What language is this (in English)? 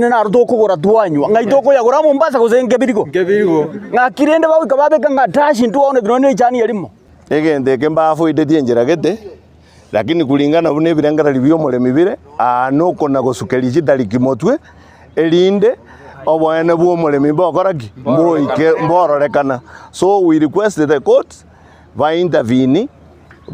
Gusii